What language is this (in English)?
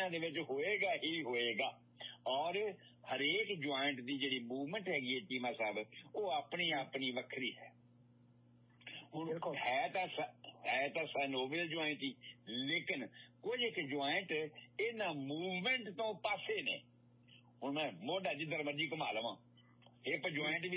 Punjabi